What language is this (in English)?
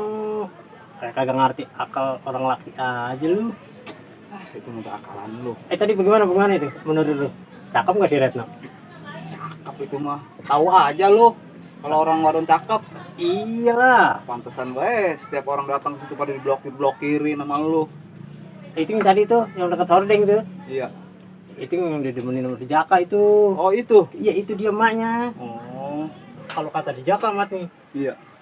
Betawi